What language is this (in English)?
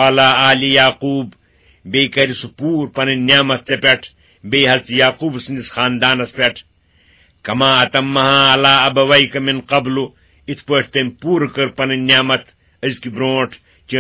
Kashmiri